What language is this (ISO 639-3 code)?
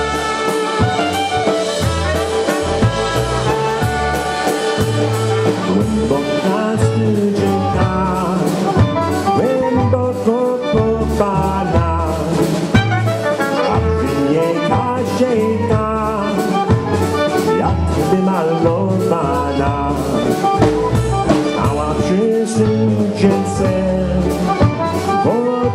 pol